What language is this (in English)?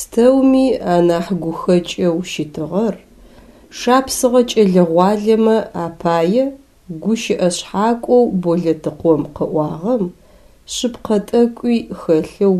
Adyghe